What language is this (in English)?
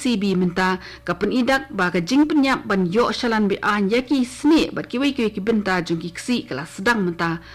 Khasi